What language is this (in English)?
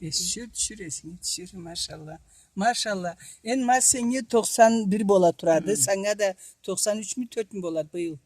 Karachay-Balkar